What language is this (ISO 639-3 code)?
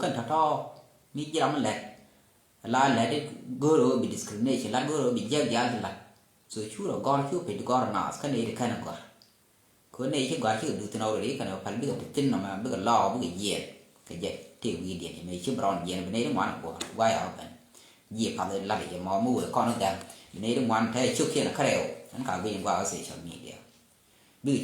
nus